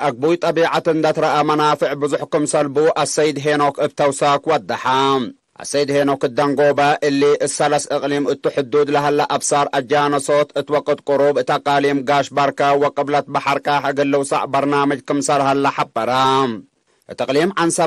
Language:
Tigre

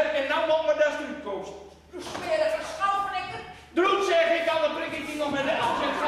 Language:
Gronings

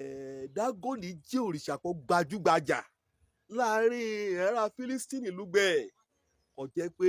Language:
Yoruba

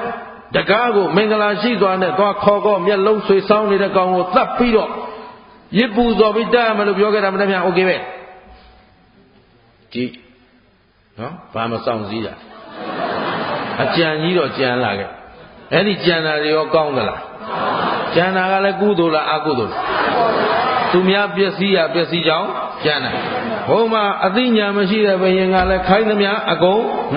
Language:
Burmese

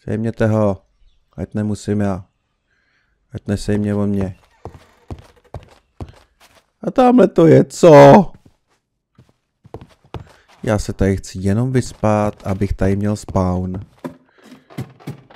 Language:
Czech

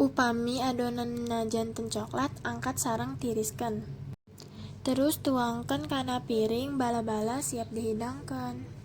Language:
Sundanese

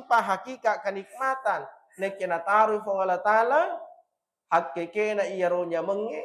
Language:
Buginese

